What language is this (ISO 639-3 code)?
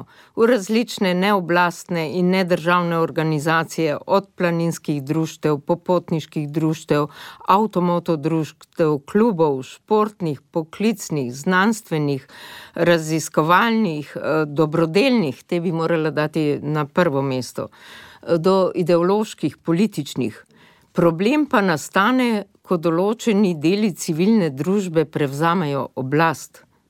slv